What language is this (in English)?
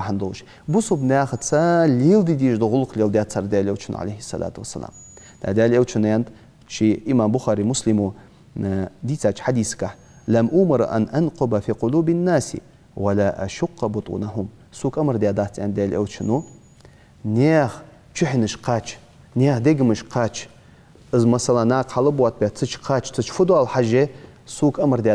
Ingush